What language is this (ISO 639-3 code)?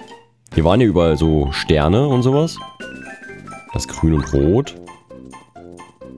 deu